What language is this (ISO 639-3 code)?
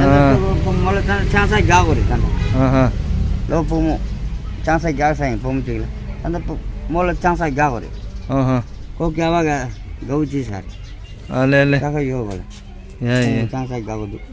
bod